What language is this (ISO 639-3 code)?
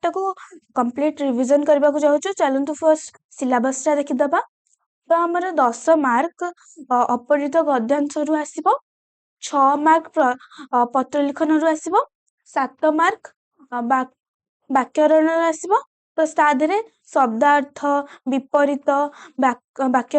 ori